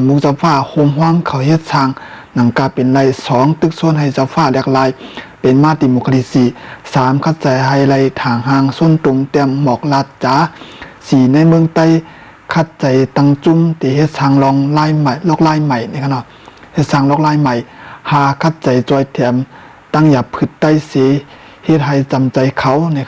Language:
Shan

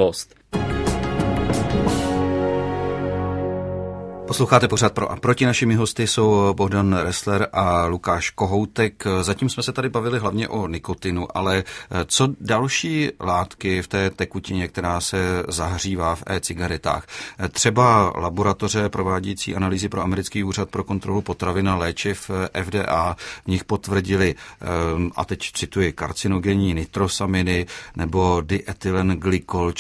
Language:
Czech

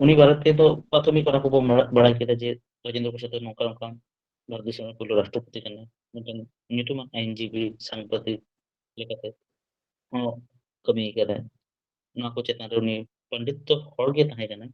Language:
Santali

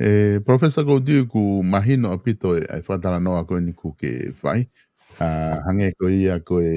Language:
Tongan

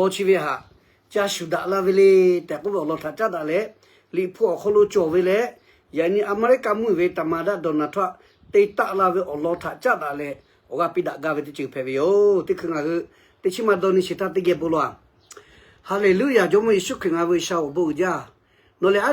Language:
Lahu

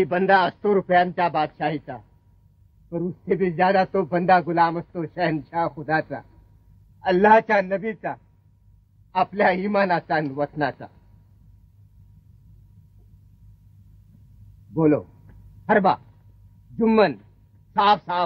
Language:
Marathi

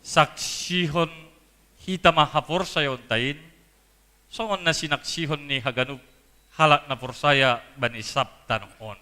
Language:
Batak Simalungun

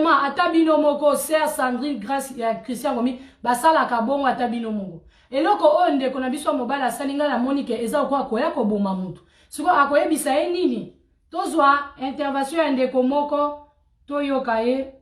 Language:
Lingala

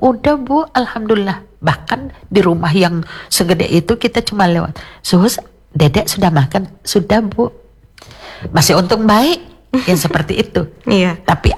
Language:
Indonesian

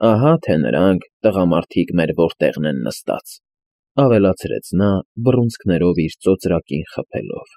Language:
Armenian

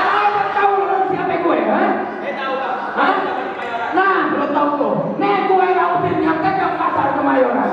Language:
Betawi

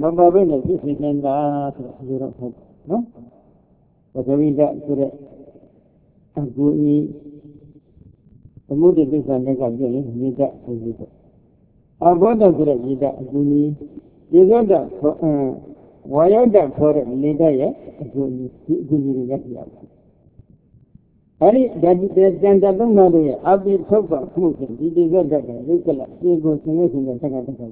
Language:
Burmese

